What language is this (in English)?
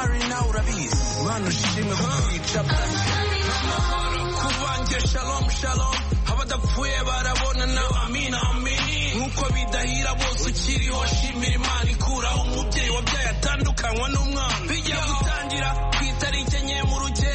Kinyarwanda